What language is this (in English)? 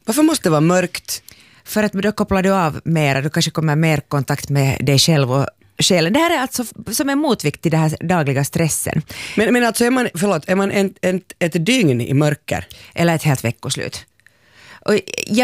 Swedish